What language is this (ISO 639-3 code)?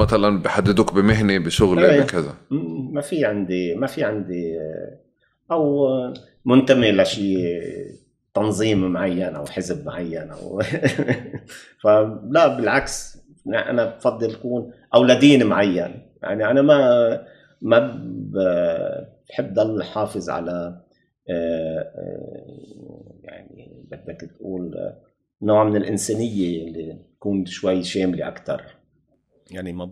apc